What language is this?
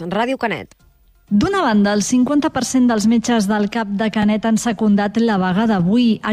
Catalan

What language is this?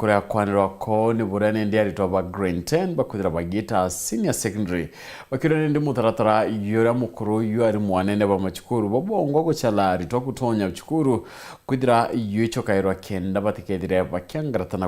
Meru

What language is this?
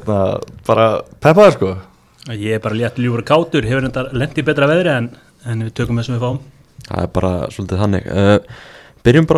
Icelandic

